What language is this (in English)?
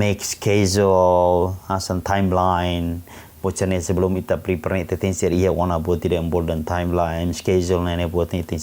Tetum